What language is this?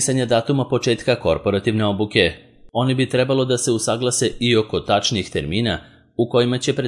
Serbian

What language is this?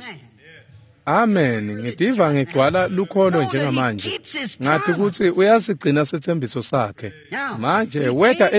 Swati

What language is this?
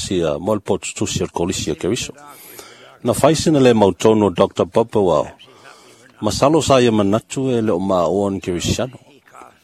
Samoan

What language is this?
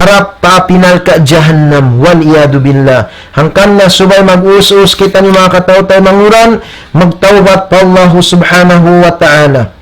Tausug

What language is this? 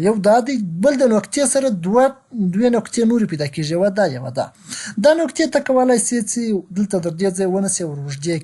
Pashto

